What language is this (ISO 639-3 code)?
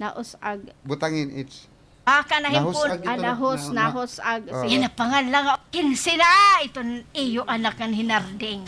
war